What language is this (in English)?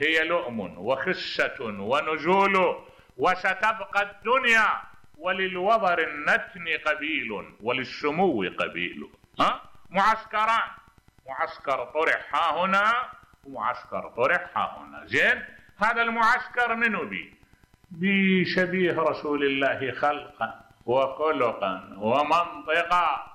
Mesopotamian Arabic